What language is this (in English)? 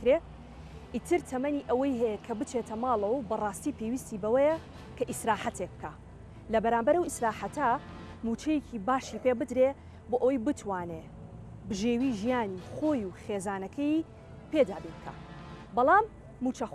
Central Kurdish